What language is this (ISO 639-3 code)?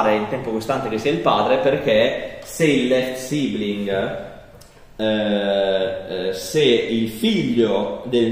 ita